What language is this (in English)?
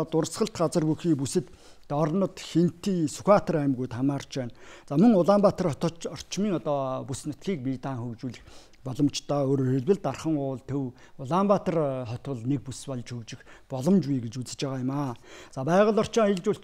Mongolian